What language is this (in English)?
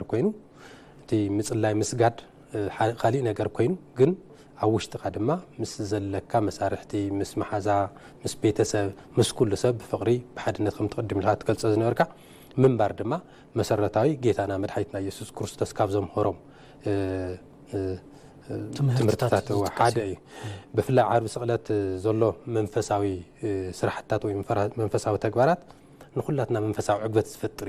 Tigrinya